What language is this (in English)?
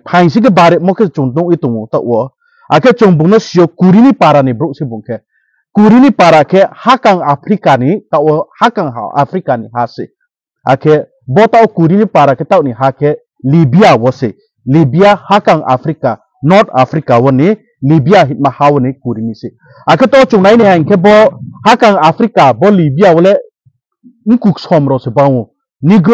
Riang (India)